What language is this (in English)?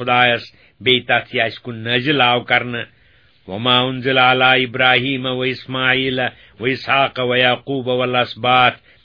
Kashmiri